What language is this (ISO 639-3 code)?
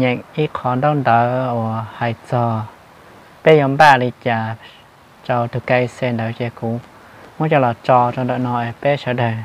hmn